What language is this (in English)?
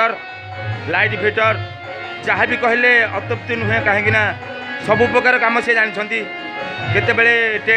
Odia